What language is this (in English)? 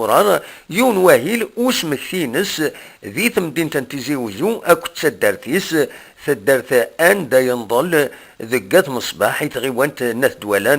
Kabyle